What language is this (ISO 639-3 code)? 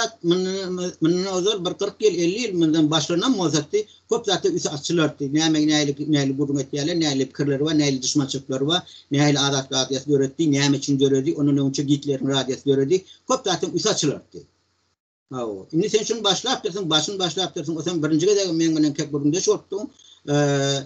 tuk